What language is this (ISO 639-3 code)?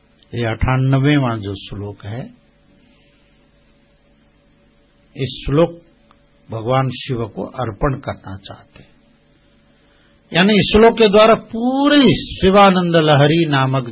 hin